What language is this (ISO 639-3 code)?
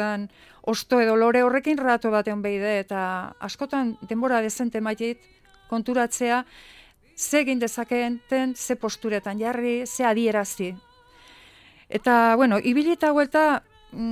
eus